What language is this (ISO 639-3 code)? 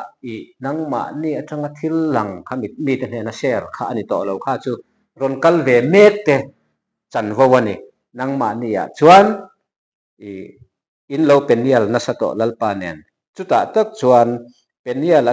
lus